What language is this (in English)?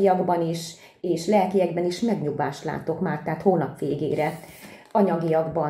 Hungarian